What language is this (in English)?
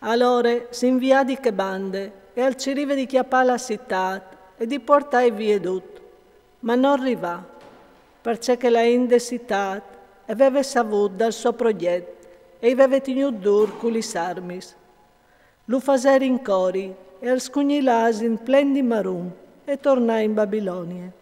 Friulian